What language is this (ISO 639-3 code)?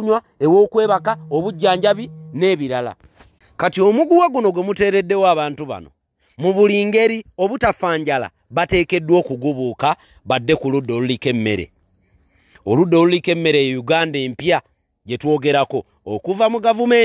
lug